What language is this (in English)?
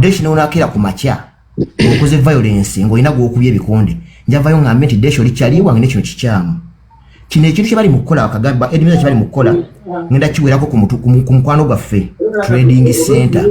Ganda